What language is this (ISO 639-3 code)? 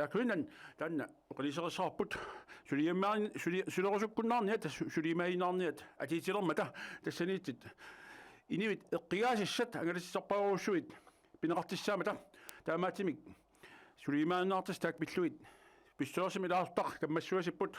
kal